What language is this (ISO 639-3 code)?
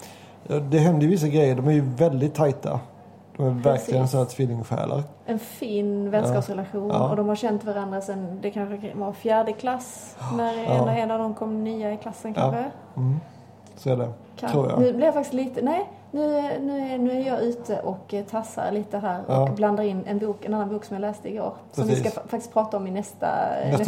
swe